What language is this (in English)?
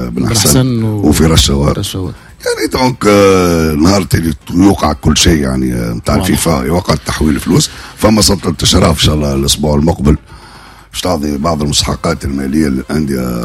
Tunisian Arabic